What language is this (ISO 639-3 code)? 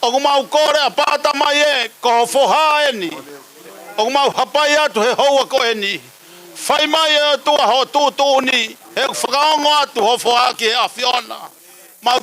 ton